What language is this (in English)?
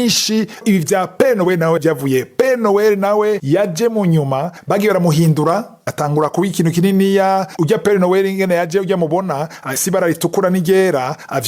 Rundi